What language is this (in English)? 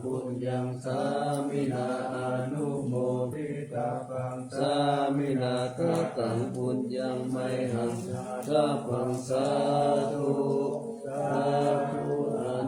Pali